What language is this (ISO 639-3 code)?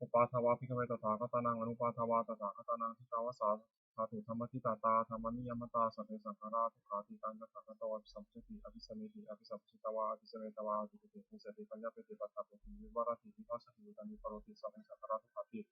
pli